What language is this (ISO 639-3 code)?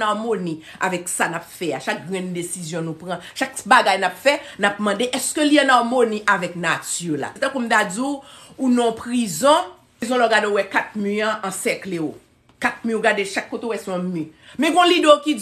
hat